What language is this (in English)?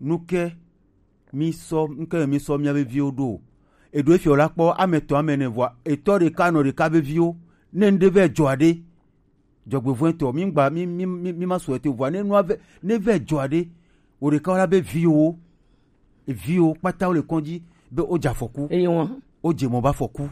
Gen